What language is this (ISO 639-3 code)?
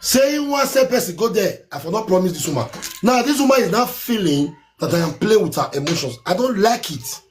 pcm